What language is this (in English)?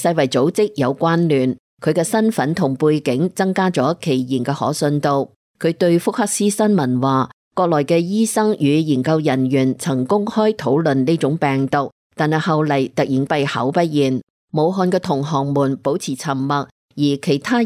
Cantonese